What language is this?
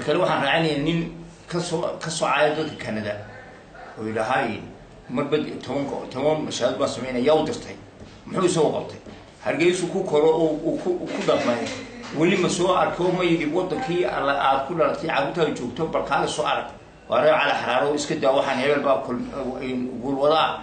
Somali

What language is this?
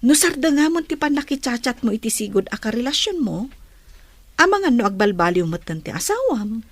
Iloko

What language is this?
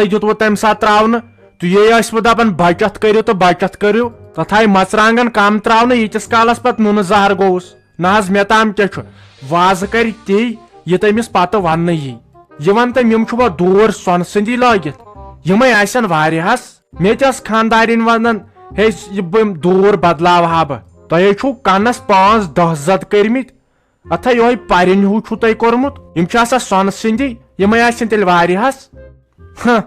Kashmiri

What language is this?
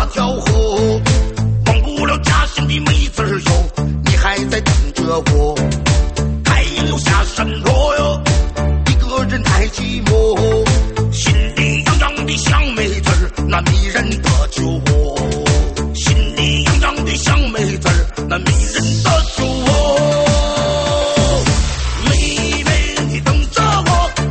Chinese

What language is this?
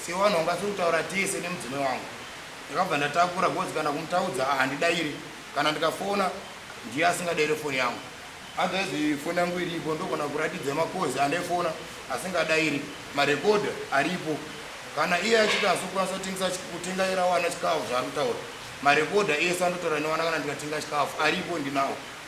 Shona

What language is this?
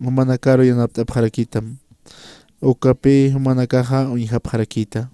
Aymara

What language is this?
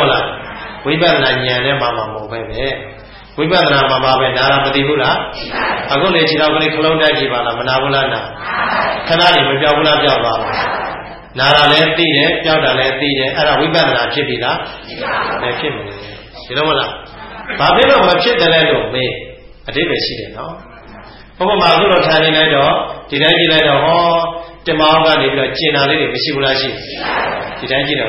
Burmese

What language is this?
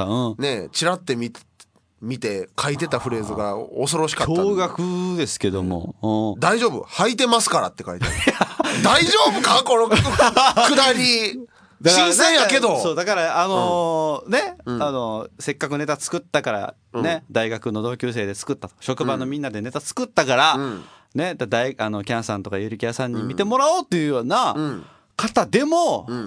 Japanese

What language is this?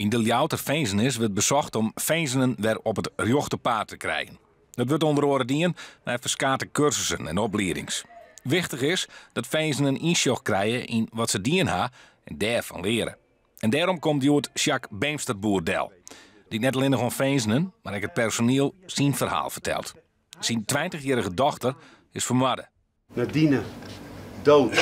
Western Frisian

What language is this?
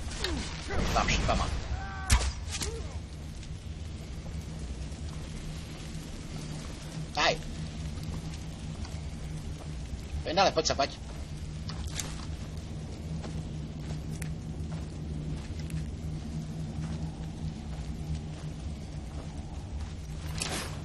Czech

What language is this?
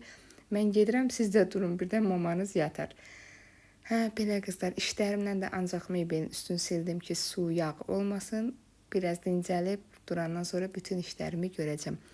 Azerbaijani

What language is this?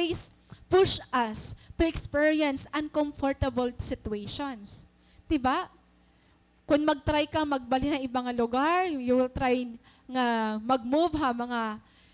Waray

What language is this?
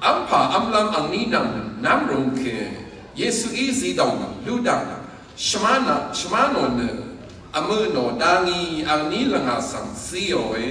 Rawang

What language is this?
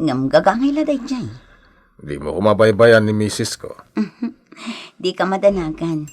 Iloko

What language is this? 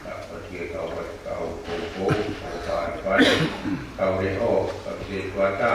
Tongan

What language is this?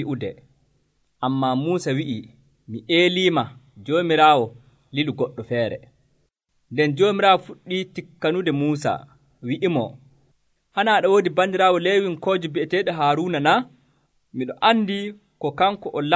Nigerian Fulfulde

